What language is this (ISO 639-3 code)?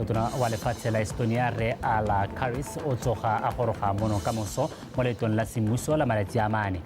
tsn